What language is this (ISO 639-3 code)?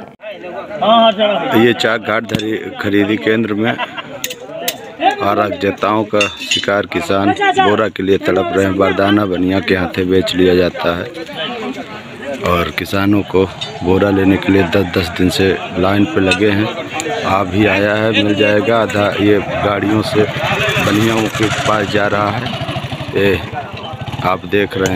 hin